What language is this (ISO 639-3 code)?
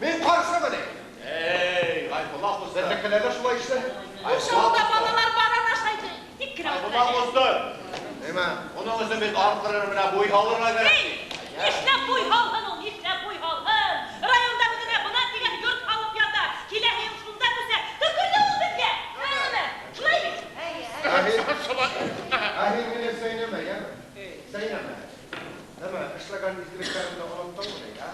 bak